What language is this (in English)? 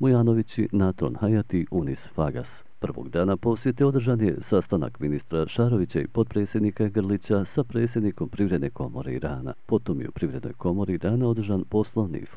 Bosnian